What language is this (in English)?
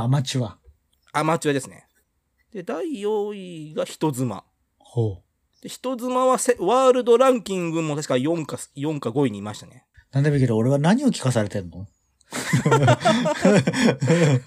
Japanese